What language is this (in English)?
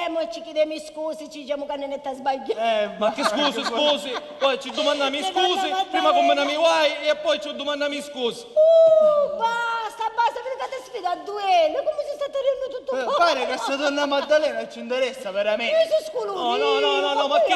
Sicilian